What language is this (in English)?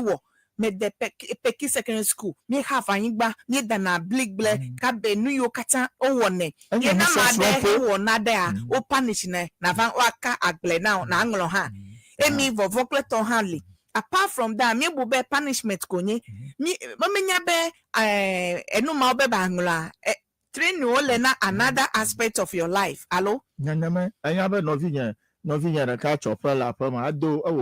Ewe